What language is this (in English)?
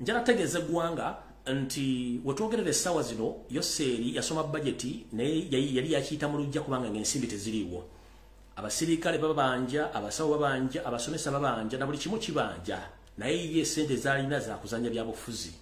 Ganda